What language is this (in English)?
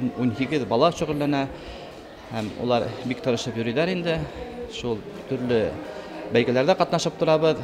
Bashkir